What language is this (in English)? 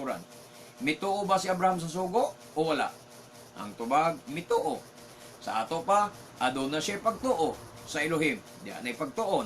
Cebuano